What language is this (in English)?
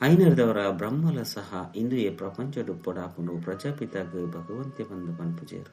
Tulu